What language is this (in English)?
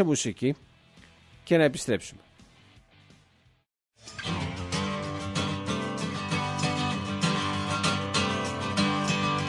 Greek